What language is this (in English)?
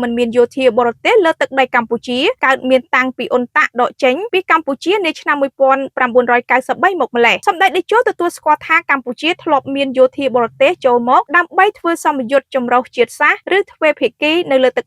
Khmer